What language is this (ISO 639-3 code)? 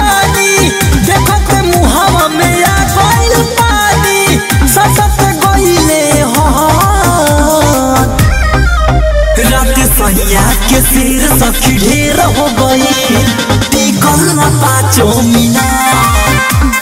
bho